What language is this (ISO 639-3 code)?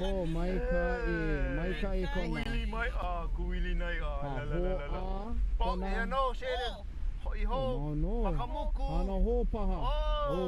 haw